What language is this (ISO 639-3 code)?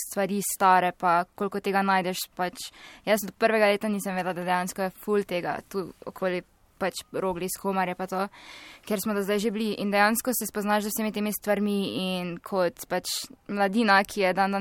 slv